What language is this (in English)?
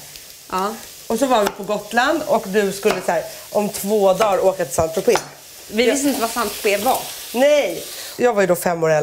Swedish